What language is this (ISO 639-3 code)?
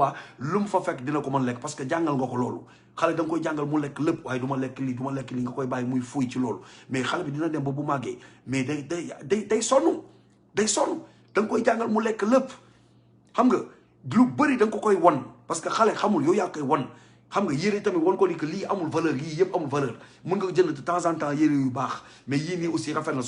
wol